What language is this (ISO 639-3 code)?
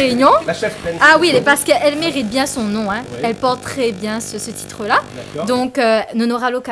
rcf